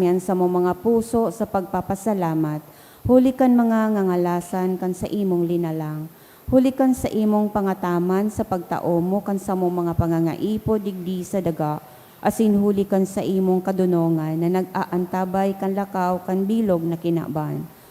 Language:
Bikol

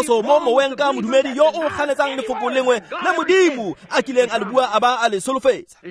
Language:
Tswana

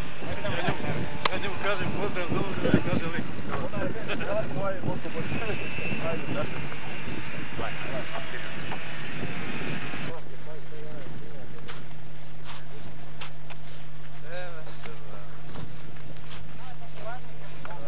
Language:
Bosnian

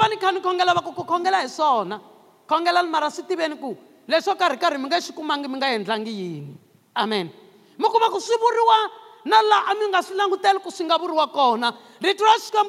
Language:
Tsonga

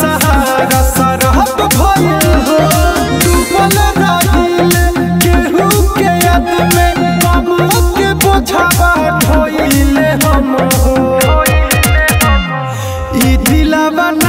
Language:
Bhojpuri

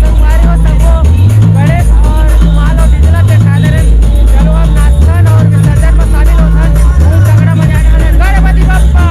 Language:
Chhattisgarhi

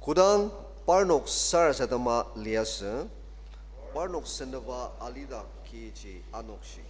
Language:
Ao Naga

